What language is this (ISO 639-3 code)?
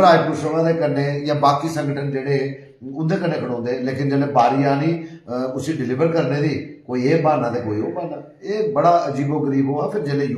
doi